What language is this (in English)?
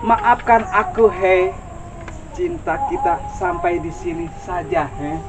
Betawi